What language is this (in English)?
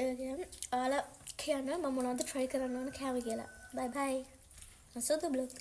Sinhala